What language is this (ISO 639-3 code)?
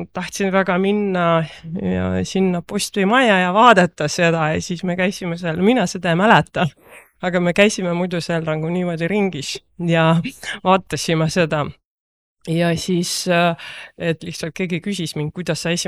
est